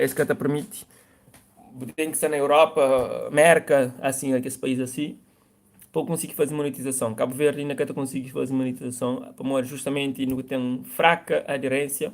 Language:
Kabuverdianu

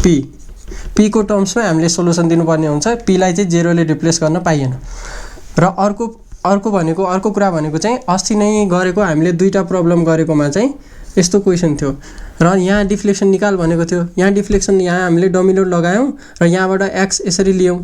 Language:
Nepali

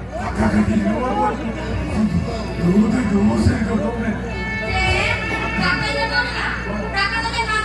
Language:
Santali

